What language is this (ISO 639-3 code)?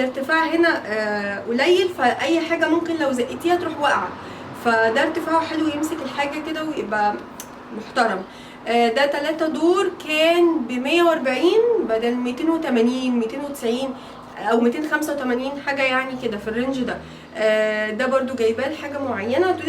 arz